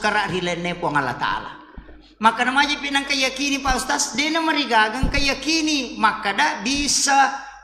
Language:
Buginese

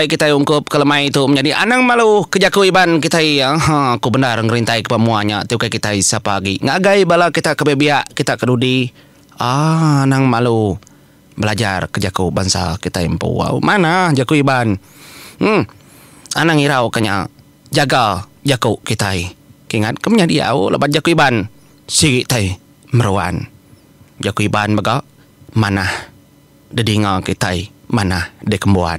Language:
Iban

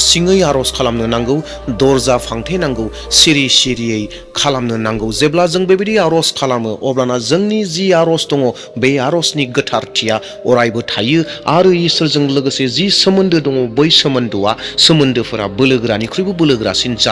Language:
Bodo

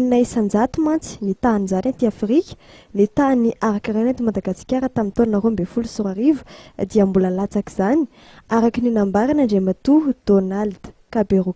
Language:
Malagasy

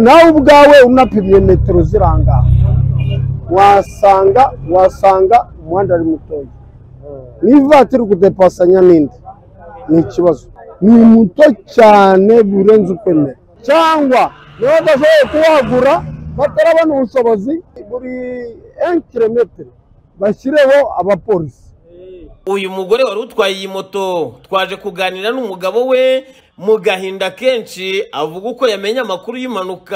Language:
Kinyarwanda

